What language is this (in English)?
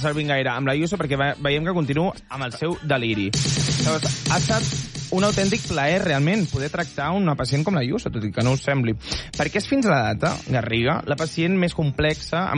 Catalan